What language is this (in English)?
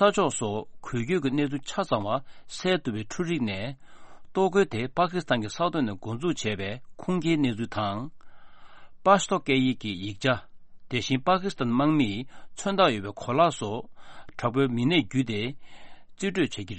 Tibetan